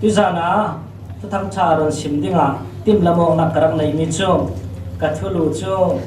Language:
Falam Chin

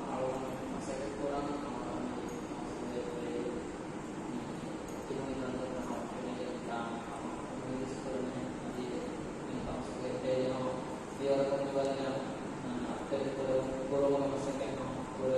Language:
Divehi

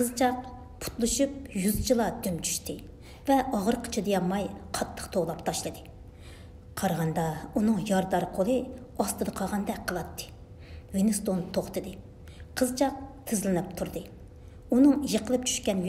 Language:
Uyghur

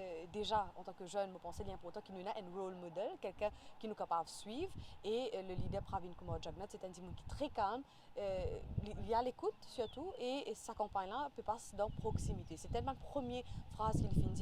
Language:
Morisyen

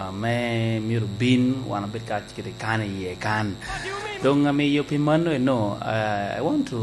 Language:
Lango (Uganda)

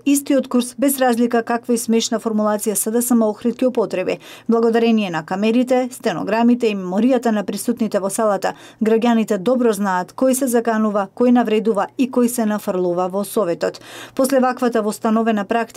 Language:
Macedonian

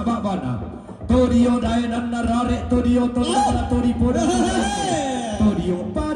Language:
Toraja-Sa'dan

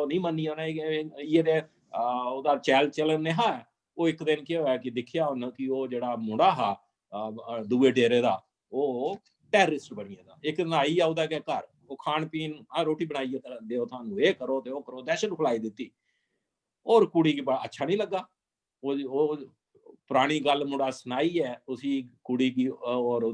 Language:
Dogri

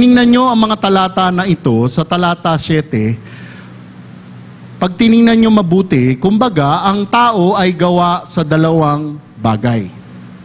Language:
Filipino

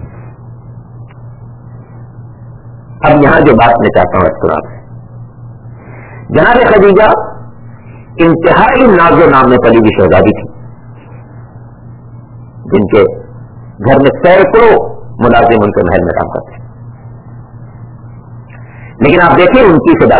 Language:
Urdu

